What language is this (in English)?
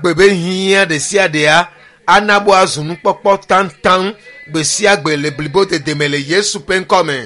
Ewe